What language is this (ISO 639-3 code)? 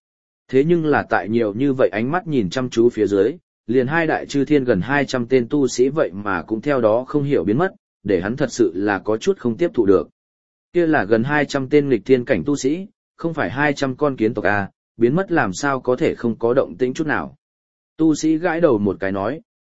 vie